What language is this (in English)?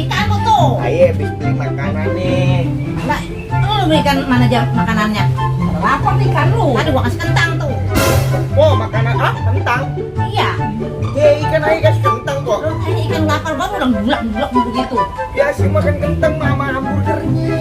Betawi